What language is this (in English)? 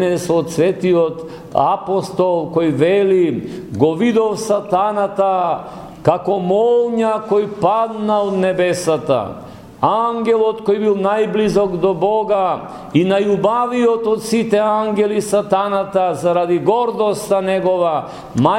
Macedonian